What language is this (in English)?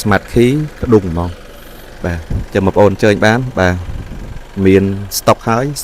Khmer